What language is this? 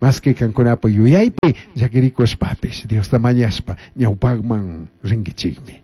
Chimborazo Highland Quichua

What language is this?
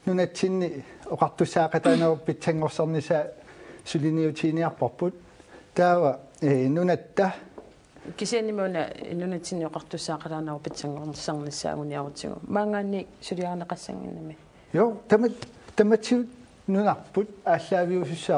Kalaallisut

